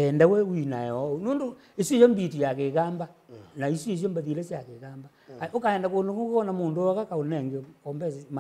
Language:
Kamba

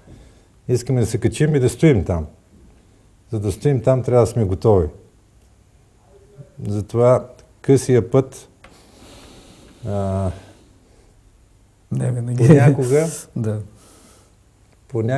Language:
Bulgarian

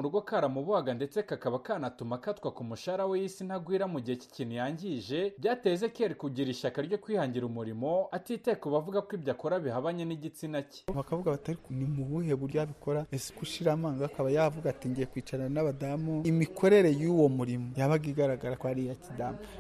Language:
Kinyarwanda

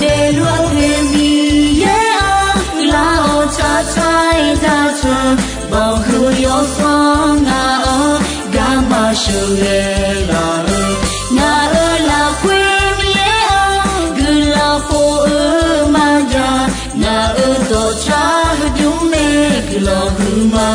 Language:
Akha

